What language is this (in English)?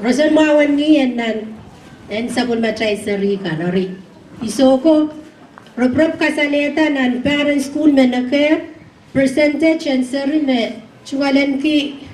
Pohnpeian